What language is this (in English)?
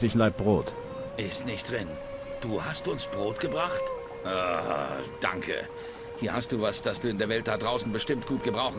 Bavarian